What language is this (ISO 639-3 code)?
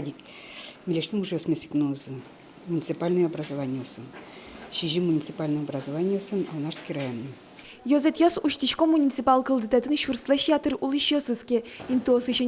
udm